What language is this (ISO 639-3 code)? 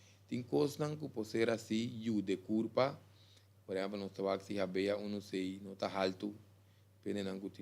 pap